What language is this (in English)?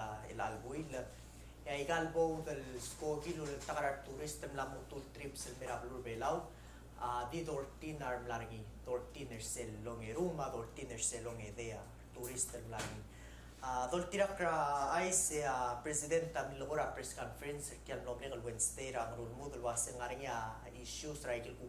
Palauan